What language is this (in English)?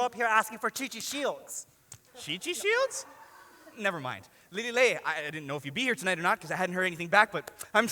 Hawaiian